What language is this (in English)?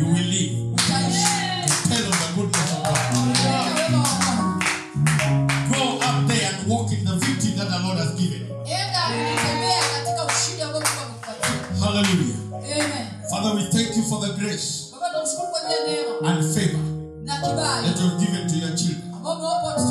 Swahili